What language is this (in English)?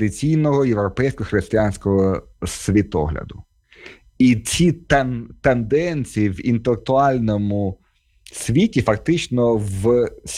Ukrainian